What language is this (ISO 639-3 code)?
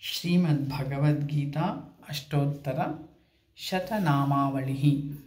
san